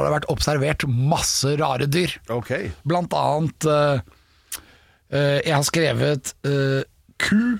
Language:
Norwegian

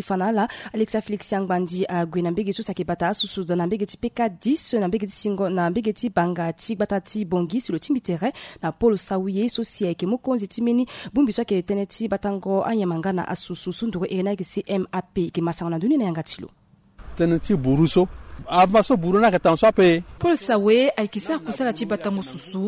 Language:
Sango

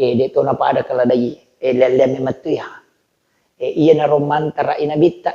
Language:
Buginese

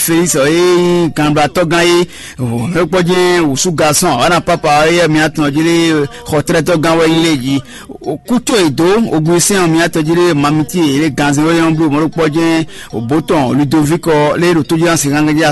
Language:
Fon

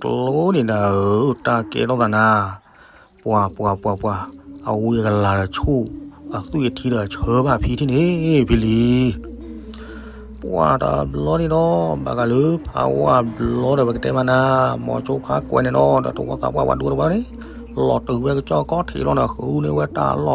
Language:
S'gaw Karen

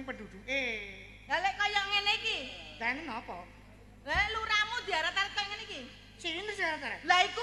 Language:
Javanese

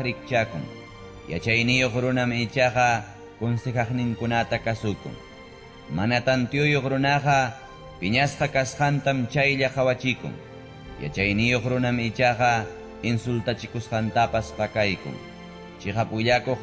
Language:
Ayacucho Quechua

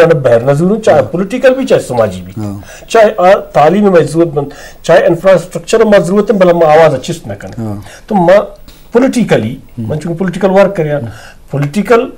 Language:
Eastern Balochi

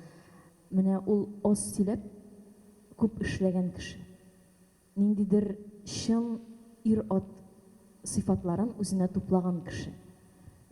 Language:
Tatar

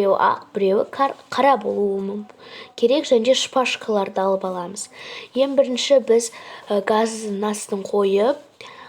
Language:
Kazakh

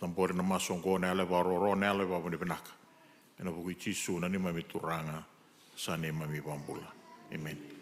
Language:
Fijian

